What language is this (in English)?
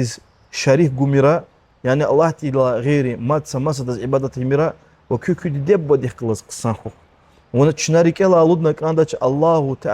Lezghian